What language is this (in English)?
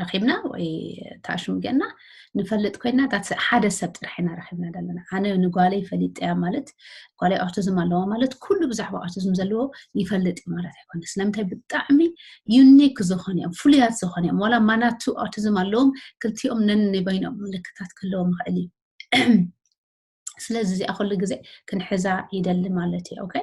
Tigrinya